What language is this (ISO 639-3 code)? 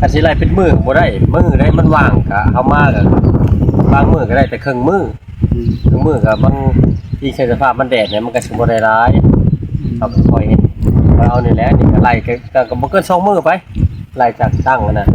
tts